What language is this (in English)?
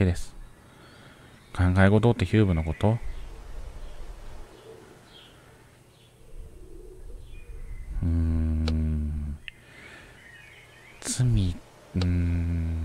Japanese